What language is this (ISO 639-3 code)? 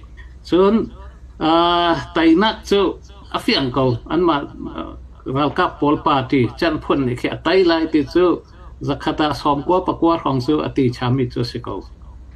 cnh